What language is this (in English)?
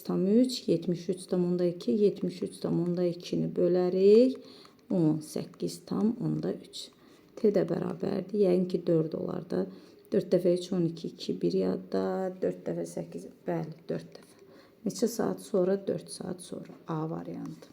Azerbaijani